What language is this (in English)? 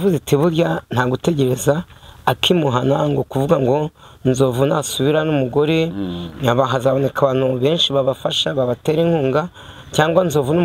Kinyarwanda